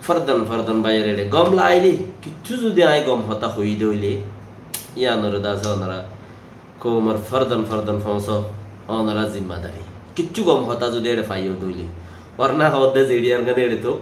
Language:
Rohingya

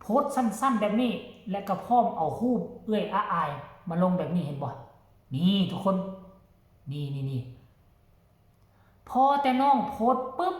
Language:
Northeastern Thai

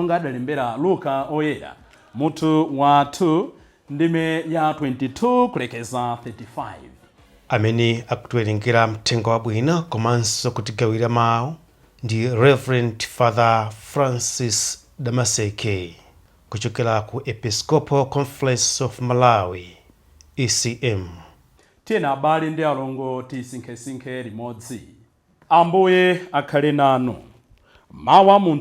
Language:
Nyanja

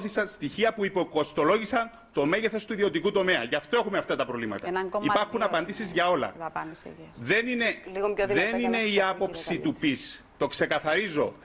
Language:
Greek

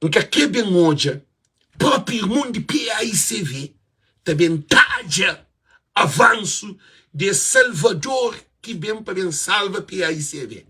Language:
Kabuverdianu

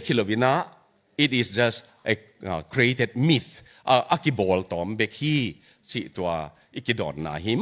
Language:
Tedim Chin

